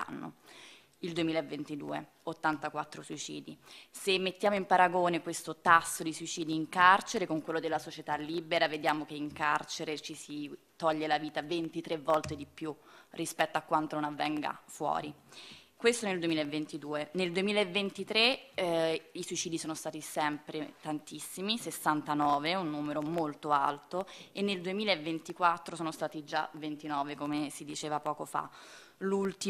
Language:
Italian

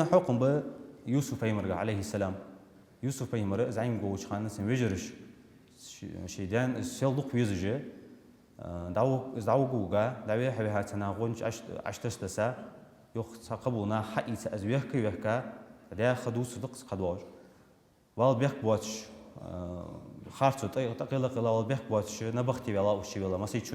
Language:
Ingush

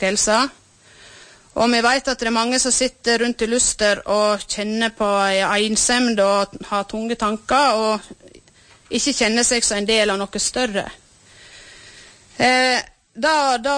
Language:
Norwegian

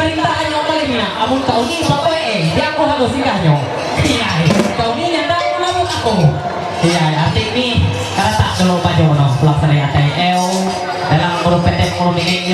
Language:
Ma'anyan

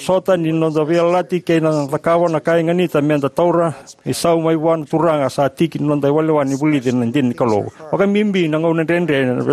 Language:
Fijian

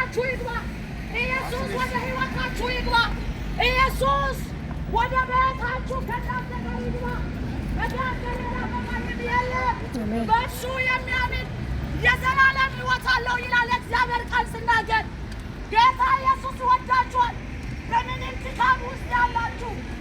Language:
Amharic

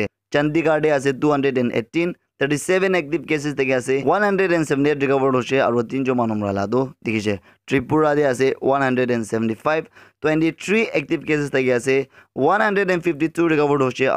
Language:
Naga Pidgin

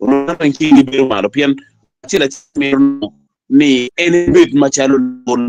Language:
Acoli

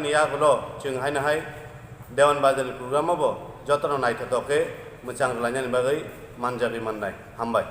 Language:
Kok Borok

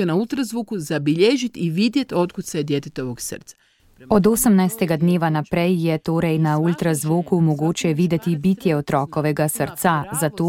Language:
Slovenian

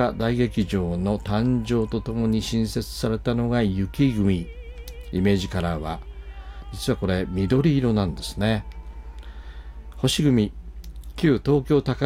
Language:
Japanese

